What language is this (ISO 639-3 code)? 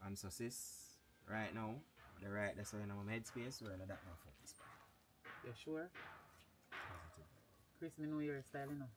jam